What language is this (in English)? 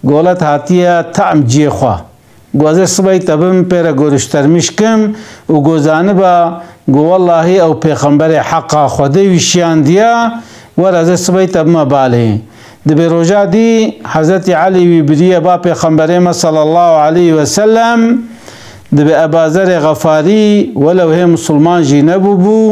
Kurdish